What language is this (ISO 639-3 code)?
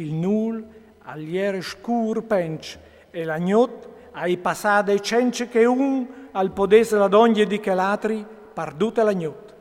fur